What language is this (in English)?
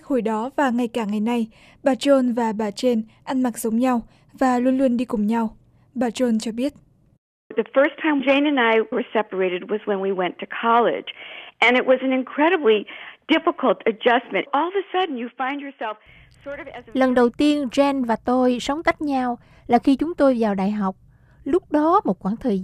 Vietnamese